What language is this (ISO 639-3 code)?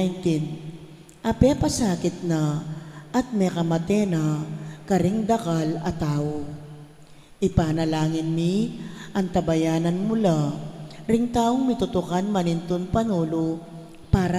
pam